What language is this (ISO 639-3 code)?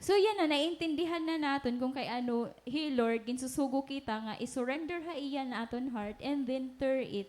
war